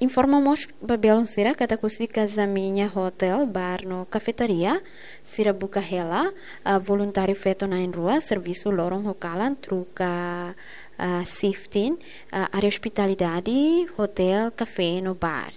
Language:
Tetum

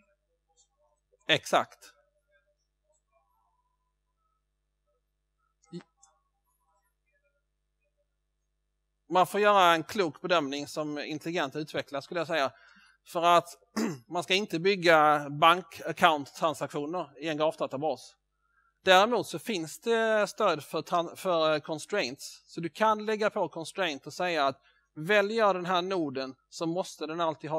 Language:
Swedish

